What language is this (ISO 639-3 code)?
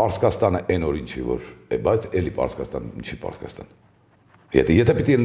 hye